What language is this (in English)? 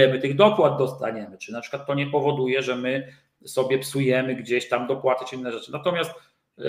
Polish